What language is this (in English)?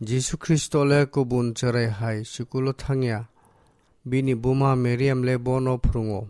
Kok Borok